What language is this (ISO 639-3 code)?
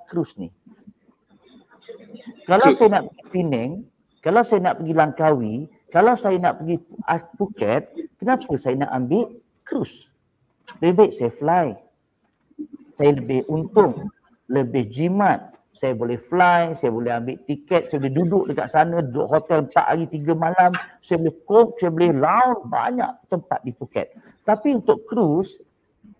msa